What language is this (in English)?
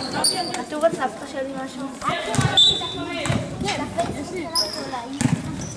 Hebrew